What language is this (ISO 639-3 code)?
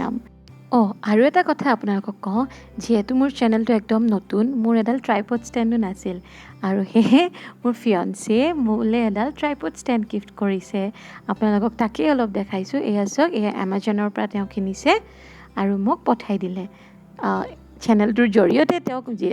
asm